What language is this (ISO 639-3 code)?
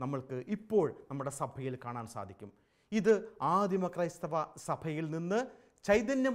mal